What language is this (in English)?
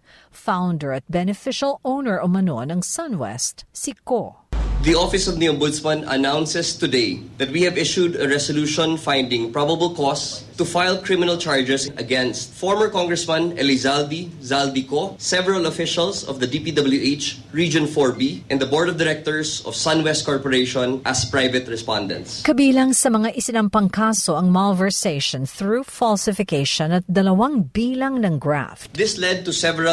Filipino